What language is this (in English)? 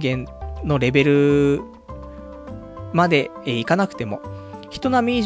Japanese